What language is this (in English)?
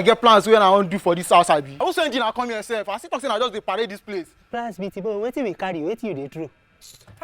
Nigerian Pidgin